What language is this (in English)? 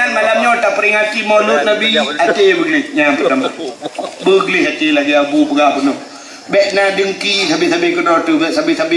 Achinese